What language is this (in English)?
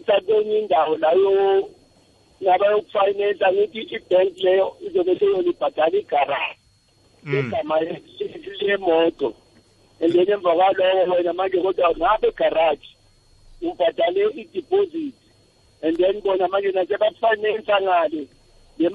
South Ndebele